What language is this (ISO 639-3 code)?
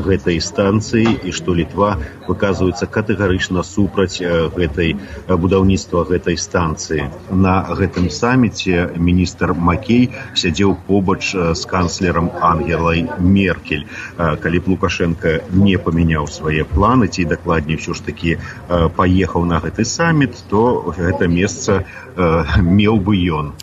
bel